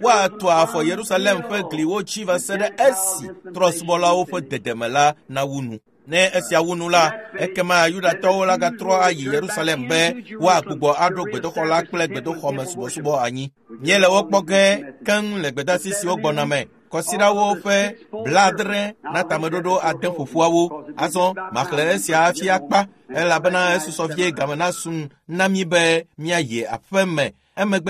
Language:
Ewe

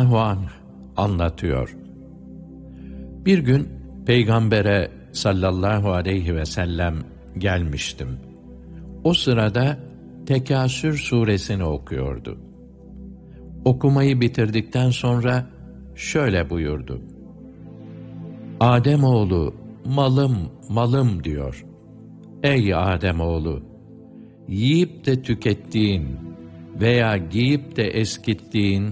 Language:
Turkish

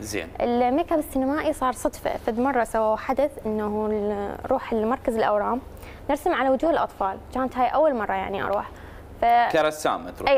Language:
Mesopotamian Arabic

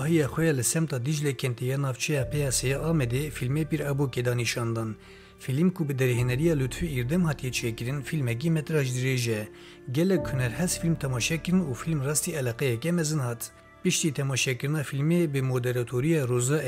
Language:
Kurdish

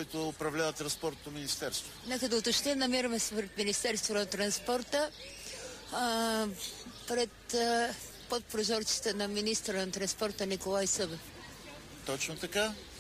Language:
Bulgarian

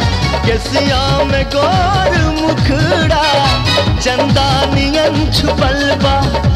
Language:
Bhojpuri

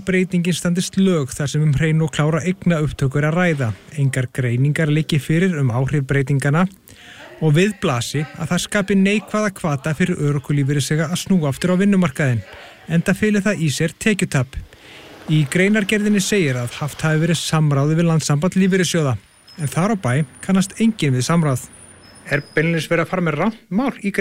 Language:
Icelandic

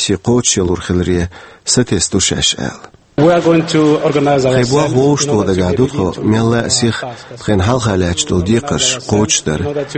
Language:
Chechen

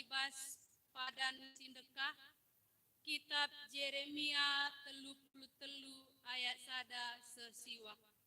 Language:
Batak Karo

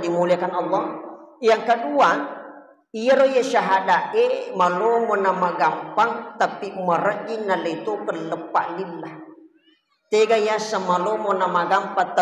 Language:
Buginese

